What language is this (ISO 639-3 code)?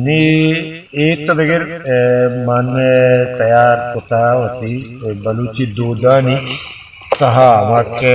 bal